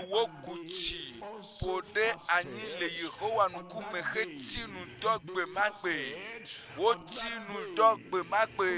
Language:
Ewe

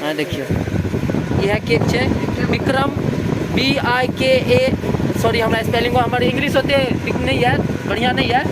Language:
Maithili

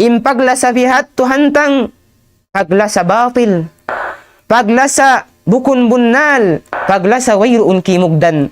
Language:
Tausug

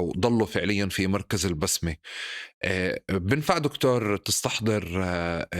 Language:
North Levantine Arabic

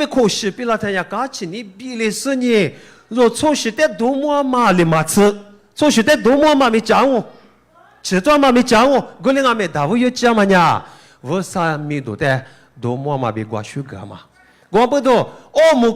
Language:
Lisu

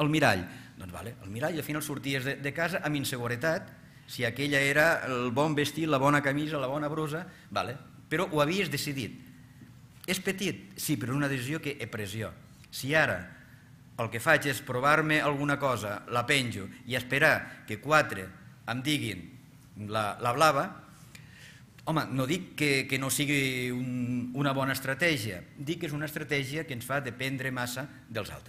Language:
Catalan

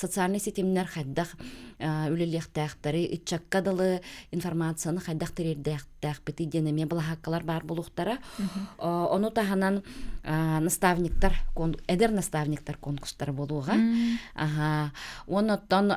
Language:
Yakut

